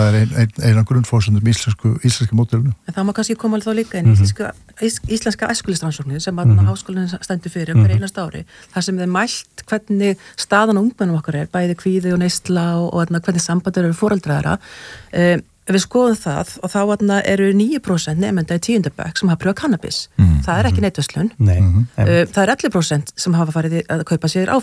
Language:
Icelandic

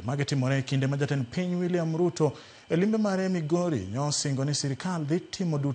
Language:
Luo (Kenya and Tanzania)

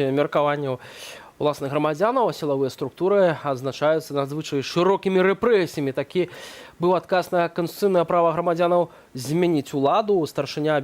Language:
Belarusian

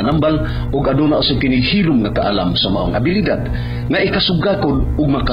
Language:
Cebuano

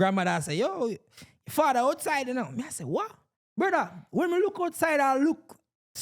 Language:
Jamaican Creole English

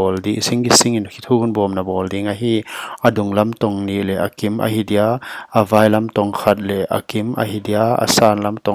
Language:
Paite Chin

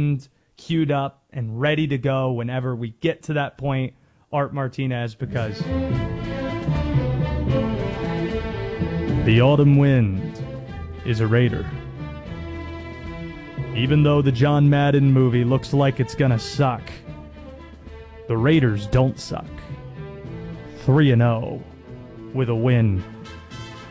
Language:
English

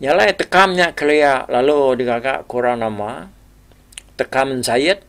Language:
Iban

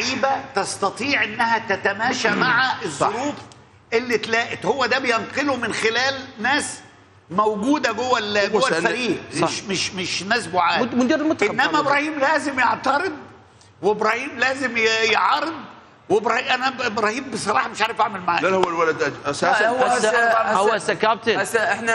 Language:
Mesopotamian Arabic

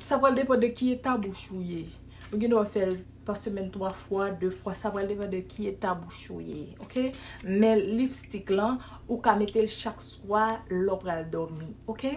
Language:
Haitian Creole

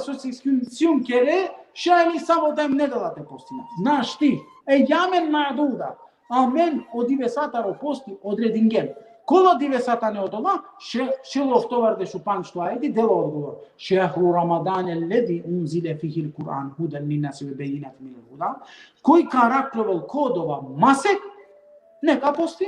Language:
Balkan Romani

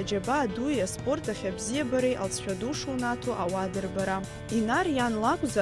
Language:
Abkhazian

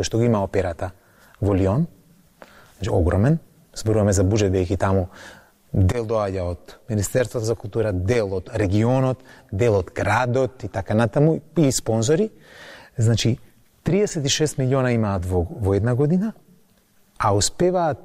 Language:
Macedonian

